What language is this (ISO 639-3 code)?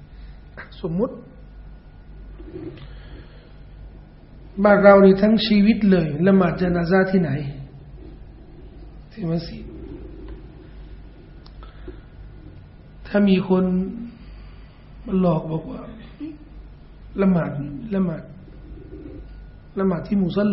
tha